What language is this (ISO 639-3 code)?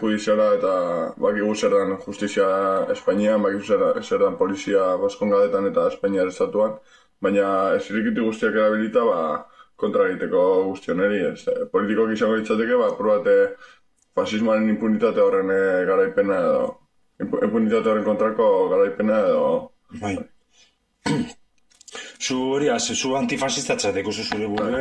eus